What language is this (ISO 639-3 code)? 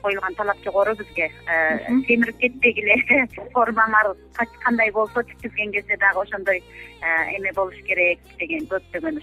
kir